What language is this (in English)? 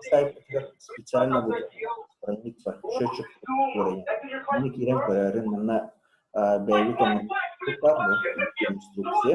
Yakut